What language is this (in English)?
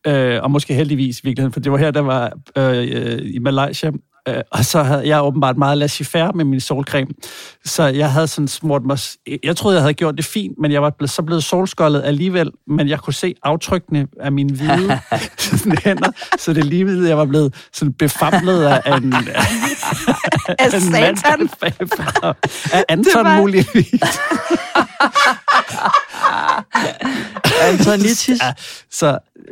Danish